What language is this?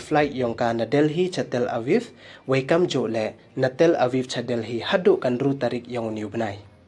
Pnar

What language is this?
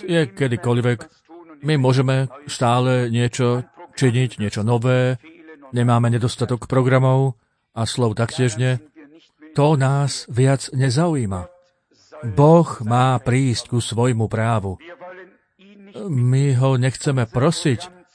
Slovak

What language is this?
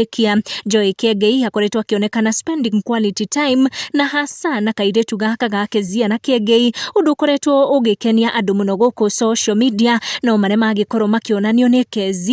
Kikuyu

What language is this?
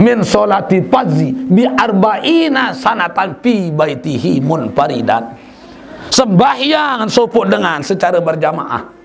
Sasak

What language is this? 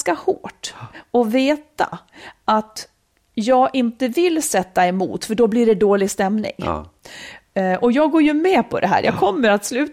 Swedish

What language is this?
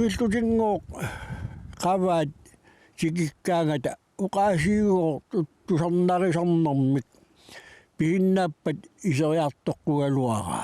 Kalaallisut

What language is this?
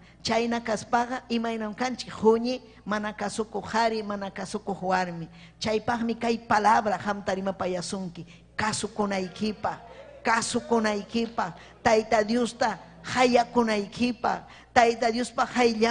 Ayacucho Quechua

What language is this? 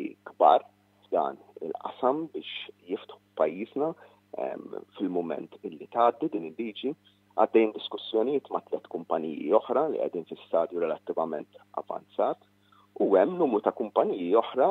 Maltese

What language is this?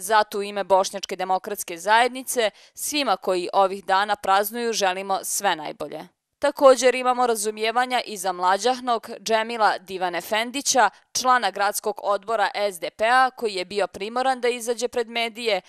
Bosnian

